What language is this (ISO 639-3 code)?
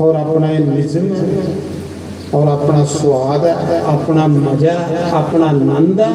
doi